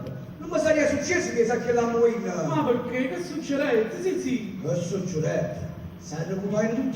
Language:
Neapolitan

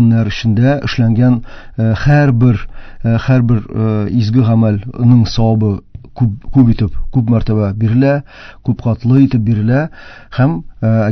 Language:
Tatar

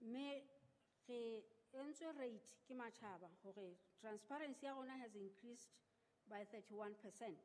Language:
Southern Sotho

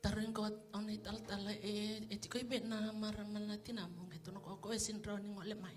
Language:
Fijian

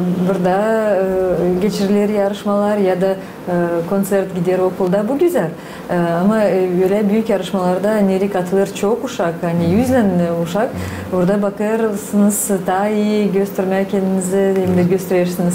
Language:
Gagauz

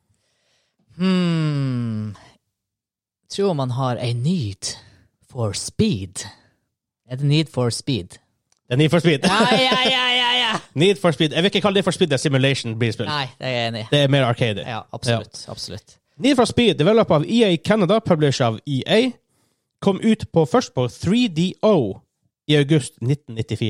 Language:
Norwegian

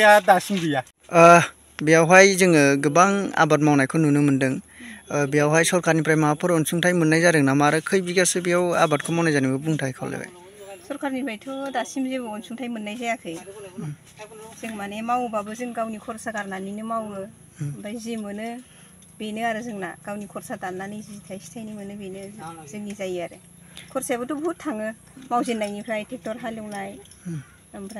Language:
Bodo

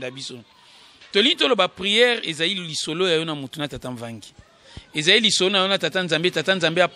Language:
Lingala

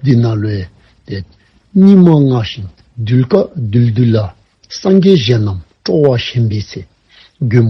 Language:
Dzongkha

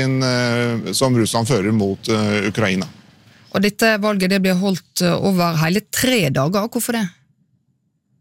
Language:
Norwegian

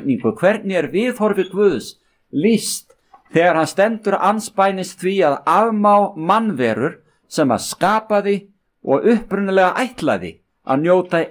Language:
Icelandic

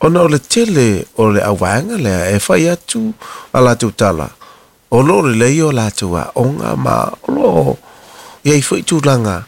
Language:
Samoan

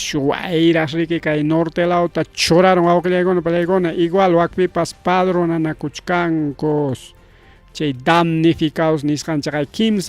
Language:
Ayacucho Quechua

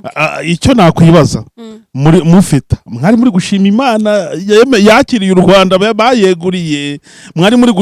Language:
Kinyarwanda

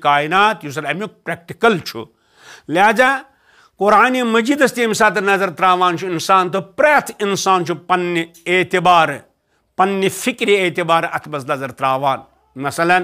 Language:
Kashmiri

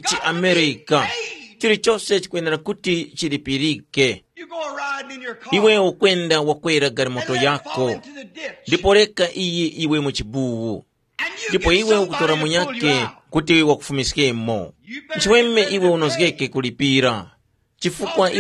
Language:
Tumbuka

